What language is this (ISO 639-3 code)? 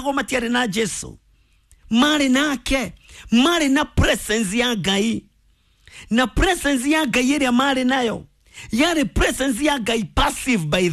kik